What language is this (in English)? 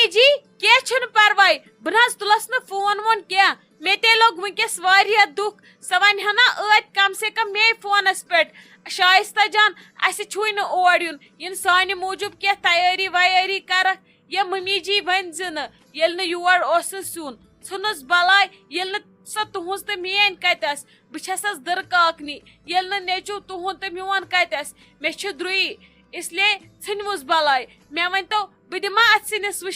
Kashmiri